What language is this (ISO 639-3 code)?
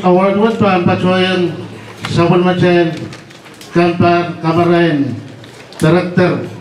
pon